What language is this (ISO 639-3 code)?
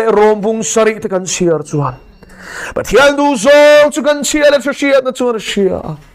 lus